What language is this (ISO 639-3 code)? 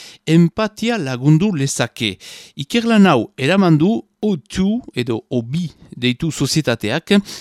eus